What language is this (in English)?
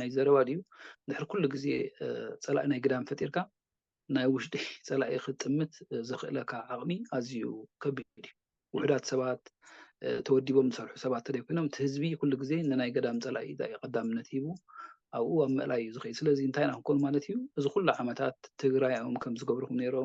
Tigrinya